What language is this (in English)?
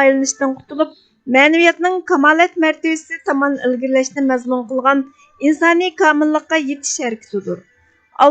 Uyghur